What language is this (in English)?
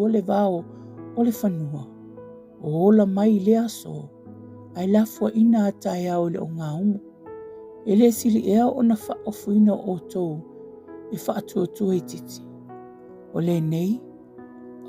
Samoan